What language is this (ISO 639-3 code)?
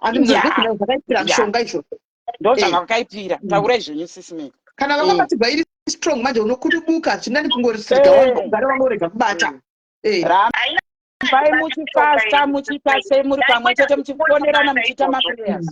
sna